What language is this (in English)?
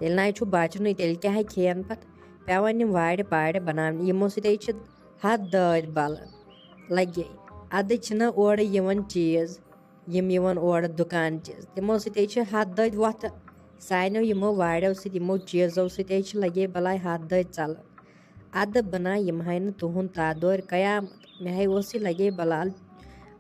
Kashmiri